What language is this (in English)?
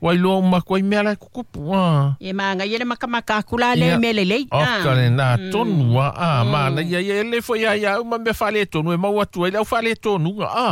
Samoan